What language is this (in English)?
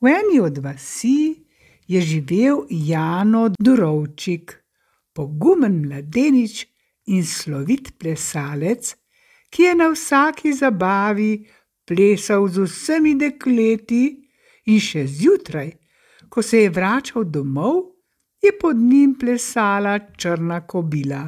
Slovenian